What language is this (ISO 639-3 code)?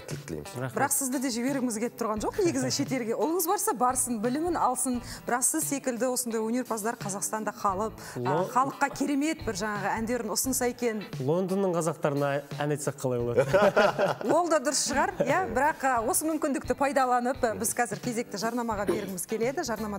kaz